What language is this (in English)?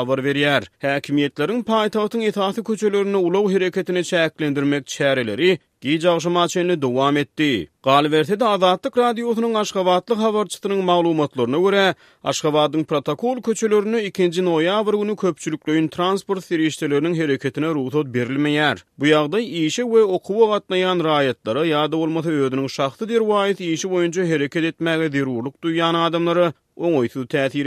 Turkmen